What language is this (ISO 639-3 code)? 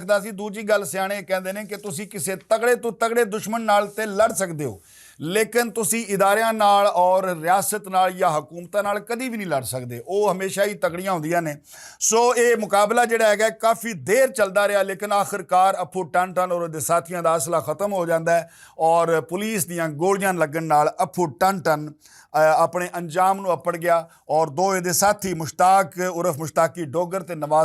lah